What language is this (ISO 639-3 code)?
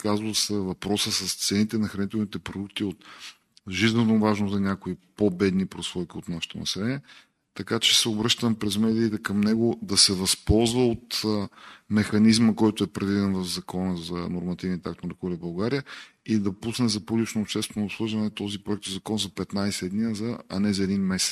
bul